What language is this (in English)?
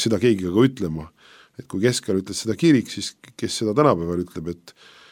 Estonian